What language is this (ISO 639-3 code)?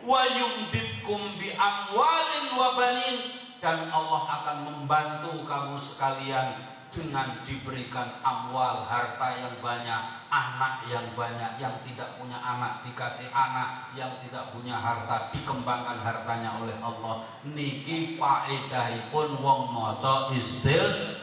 jav